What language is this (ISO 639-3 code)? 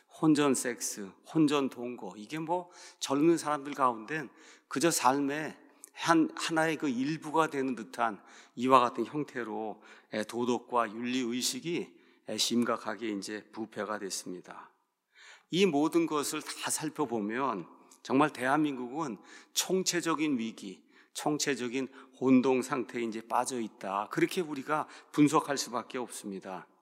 kor